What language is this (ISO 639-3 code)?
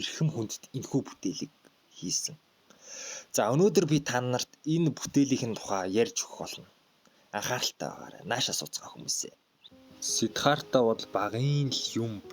mon